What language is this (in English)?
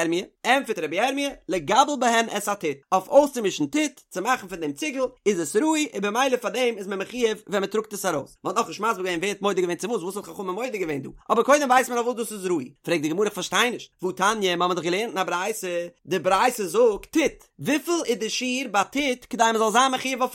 Yiddish